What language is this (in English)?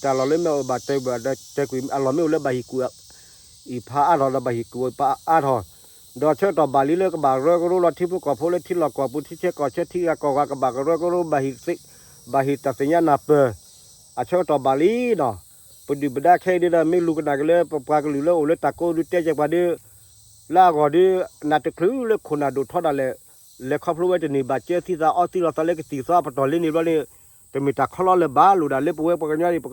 S'gaw Karen